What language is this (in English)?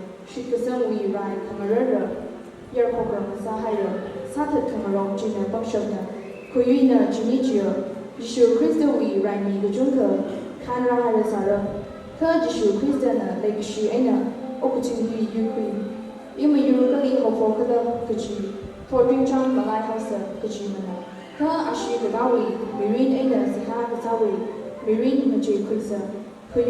Tangkhul Naga (India)